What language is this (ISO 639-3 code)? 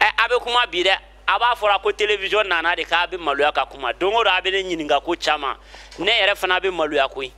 bam